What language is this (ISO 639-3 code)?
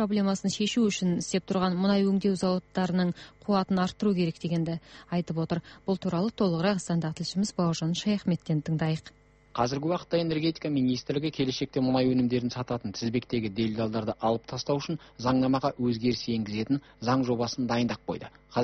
kaz